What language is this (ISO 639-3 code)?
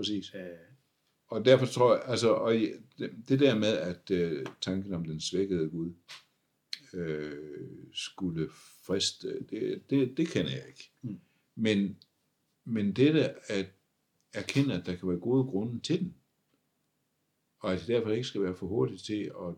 dan